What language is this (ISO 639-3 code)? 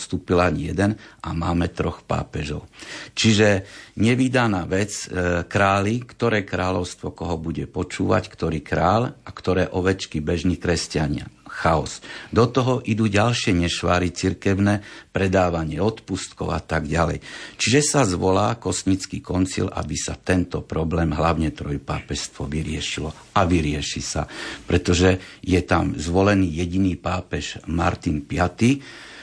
slk